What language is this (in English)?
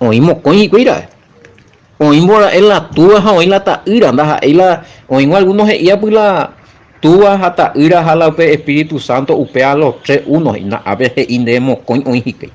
Guarani